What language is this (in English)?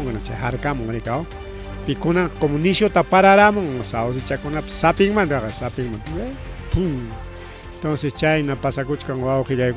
Ayacucho Quechua